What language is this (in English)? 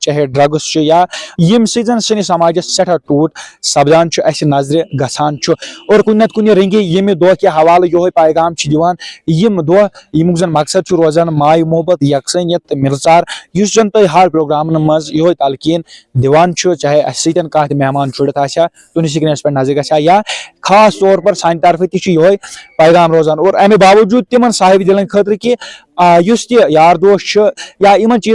Kashmiri